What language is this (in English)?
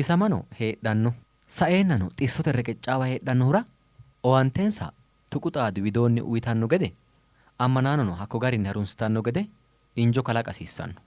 Sidamo